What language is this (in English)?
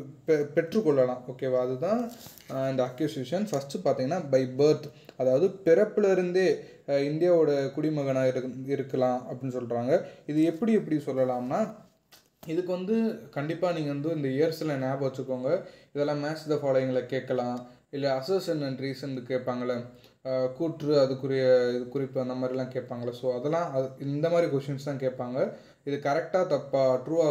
Tamil